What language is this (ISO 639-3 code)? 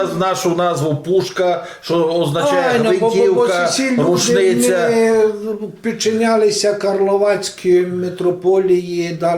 rue